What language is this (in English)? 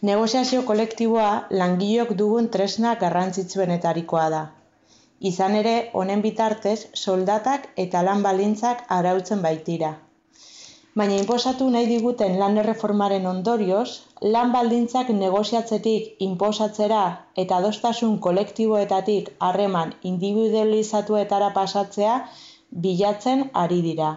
Basque